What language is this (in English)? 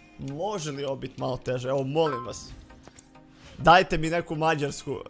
Croatian